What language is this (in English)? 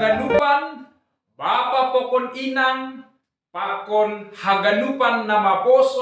Batak Simalungun